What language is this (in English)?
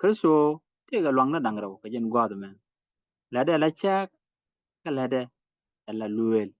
Nuer